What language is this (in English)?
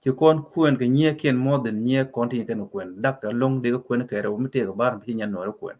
Nuer